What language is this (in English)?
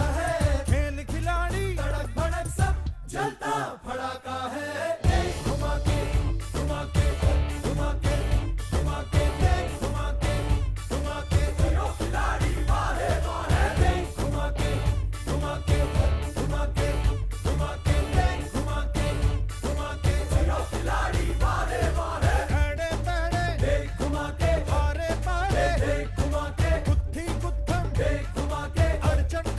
Konkani